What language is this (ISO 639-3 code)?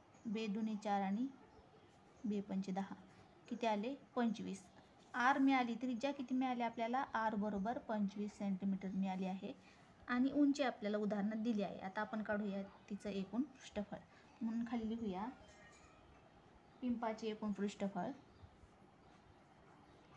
mar